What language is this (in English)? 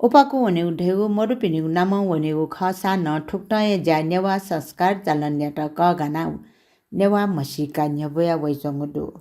Newari